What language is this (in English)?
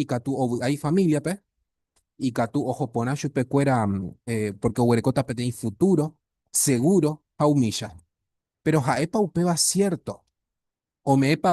Guarani